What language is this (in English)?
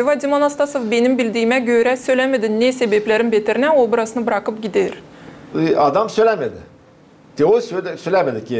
Gagauz